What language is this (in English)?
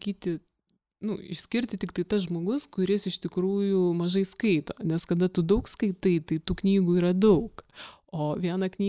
Lithuanian